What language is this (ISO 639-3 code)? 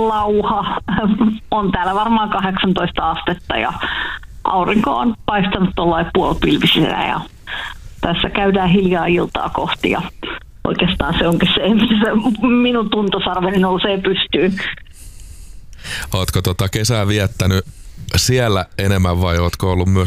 fin